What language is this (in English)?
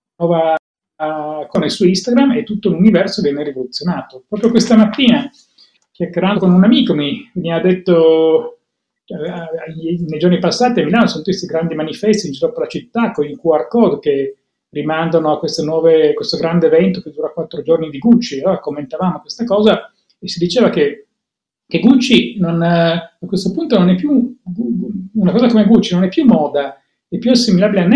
Italian